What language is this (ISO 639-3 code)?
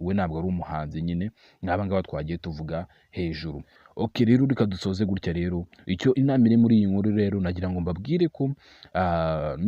kin